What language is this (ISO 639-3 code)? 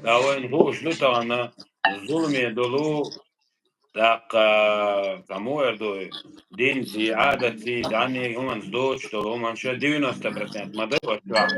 che